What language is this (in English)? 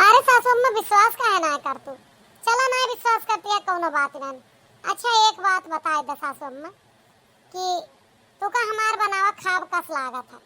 Awadhi